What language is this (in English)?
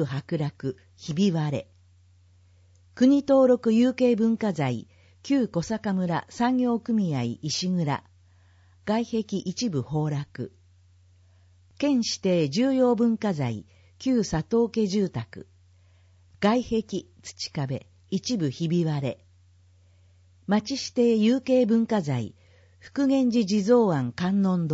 Japanese